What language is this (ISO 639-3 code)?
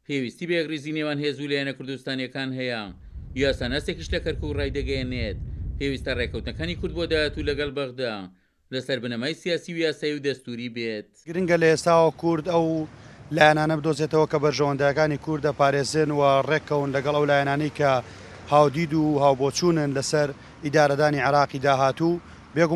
ckb